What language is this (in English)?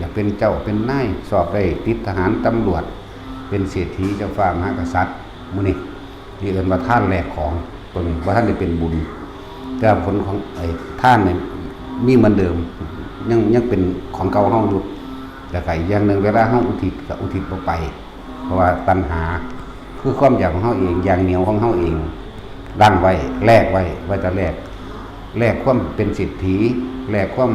Lao